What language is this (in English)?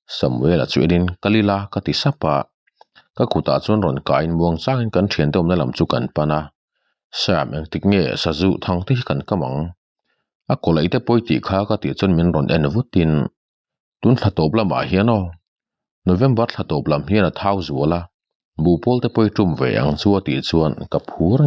Mizo